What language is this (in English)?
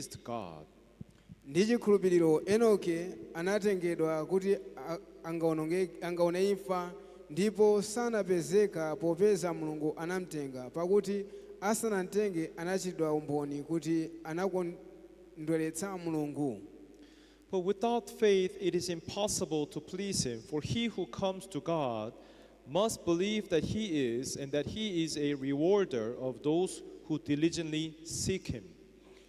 Nyanja